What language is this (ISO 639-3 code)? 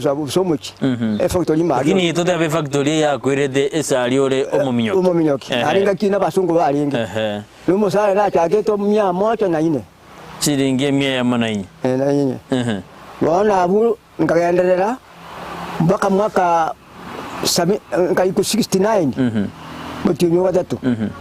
guz